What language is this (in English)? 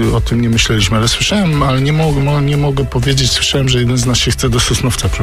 Polish